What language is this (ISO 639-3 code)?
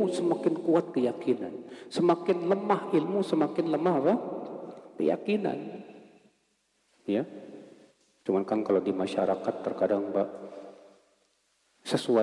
ind